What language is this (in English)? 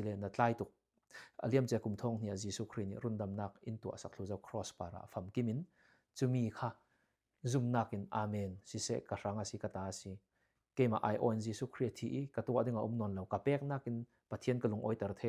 Falam Chin